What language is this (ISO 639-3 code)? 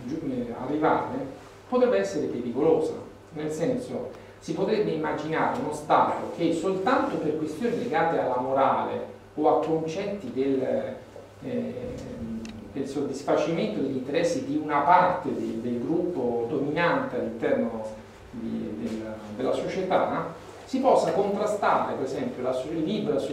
ita